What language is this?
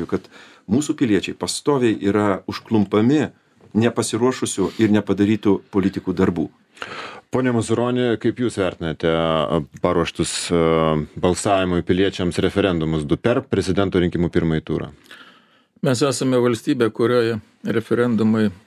Lithuanian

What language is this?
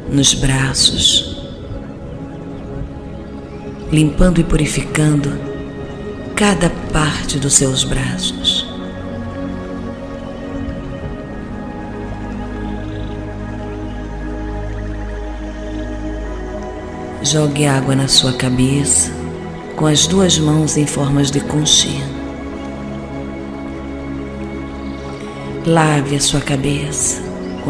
Portuguese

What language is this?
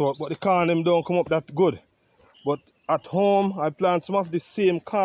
Jamaican Creole English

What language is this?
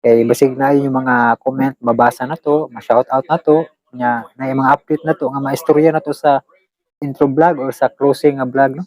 Cebuano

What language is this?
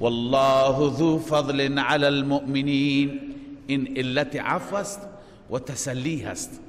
Persian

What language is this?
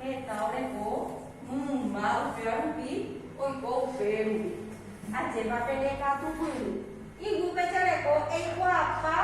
Guarani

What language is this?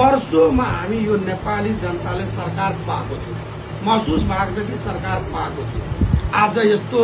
Nepali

